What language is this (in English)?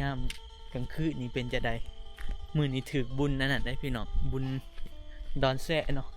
Northeastern Thai